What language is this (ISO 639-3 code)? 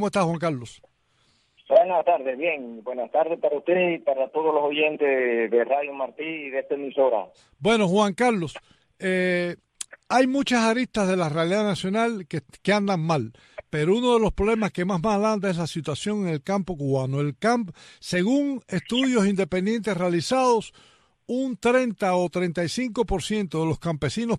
spa